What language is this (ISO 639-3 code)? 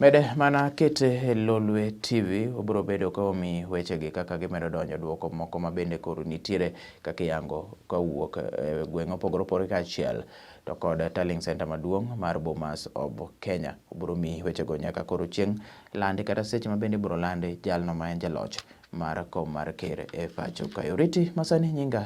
luo